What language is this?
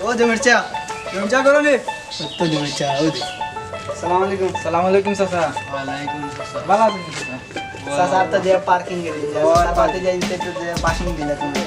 Sylheti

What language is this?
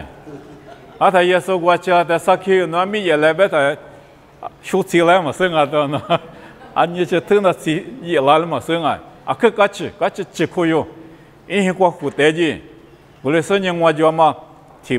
Lisu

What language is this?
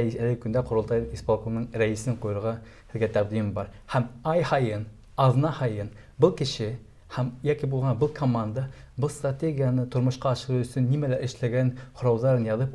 Bashkir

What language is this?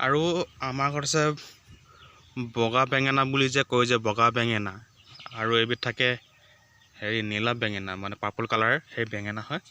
Assamese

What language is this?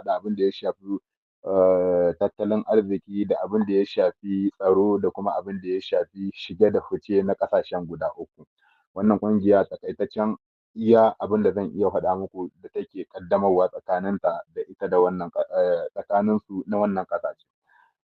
Hausa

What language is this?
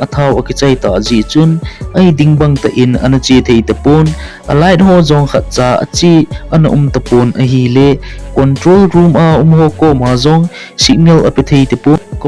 Thado Chin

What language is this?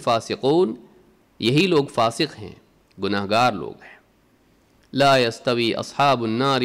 Urdu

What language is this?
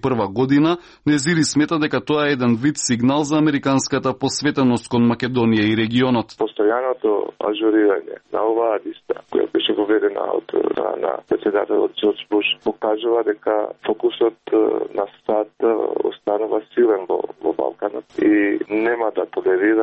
Macedonian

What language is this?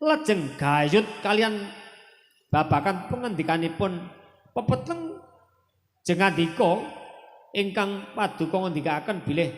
Javanese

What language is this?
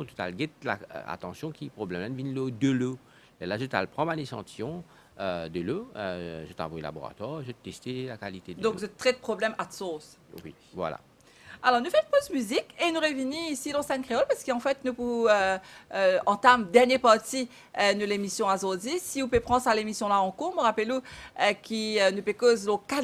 Morisyen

